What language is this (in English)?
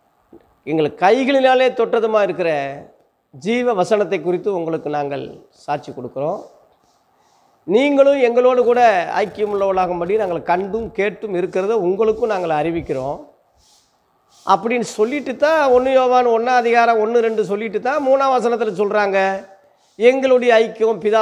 Tamil